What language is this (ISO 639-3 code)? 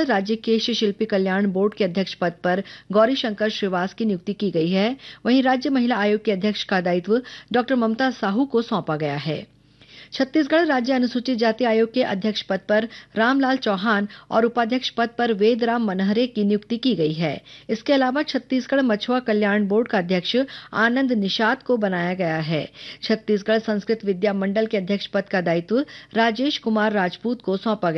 hin